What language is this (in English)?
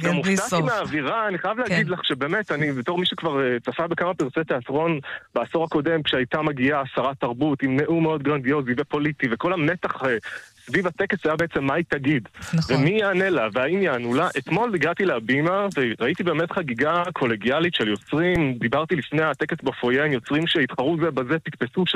Hebrew